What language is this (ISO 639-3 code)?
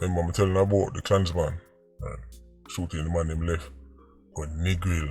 jam